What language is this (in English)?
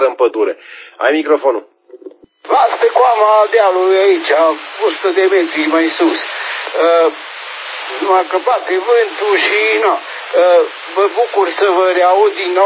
Romanian